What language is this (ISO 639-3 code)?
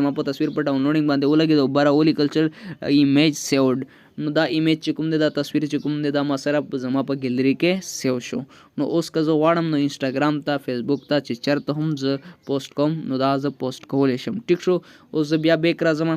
pus